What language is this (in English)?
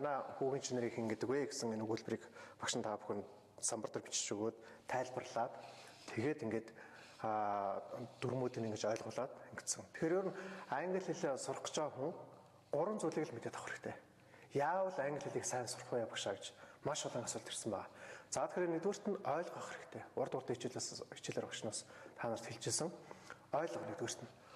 Mongolian